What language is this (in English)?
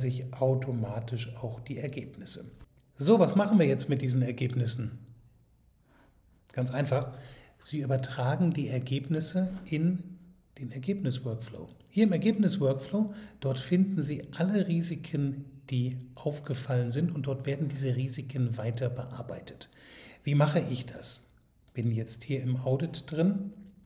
German